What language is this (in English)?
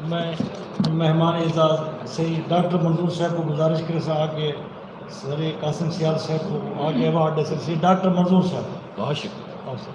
Saraiki